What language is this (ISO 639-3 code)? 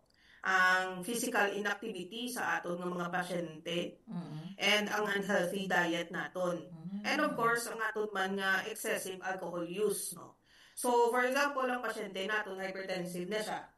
hil